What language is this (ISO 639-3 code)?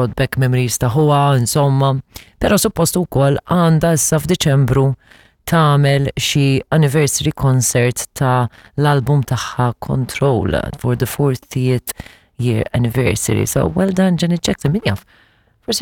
mlt